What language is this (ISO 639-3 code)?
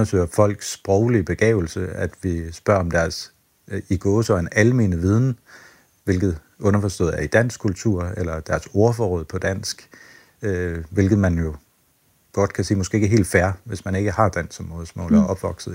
dan